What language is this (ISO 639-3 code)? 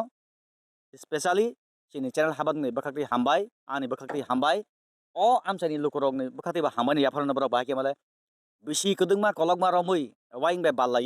trp